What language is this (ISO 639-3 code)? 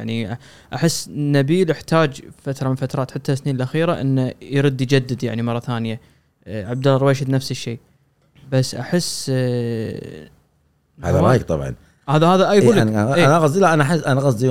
afb